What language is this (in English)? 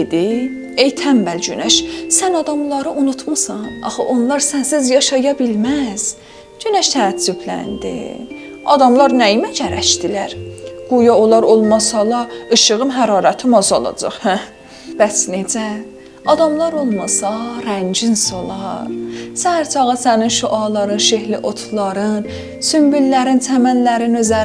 South Azerbaijani